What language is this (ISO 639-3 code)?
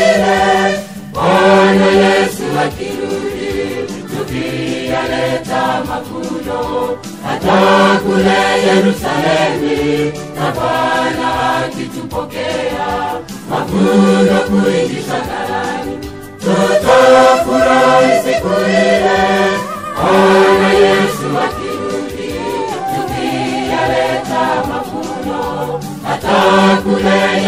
swa